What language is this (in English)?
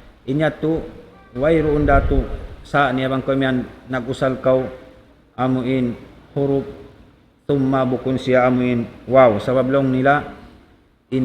Tausug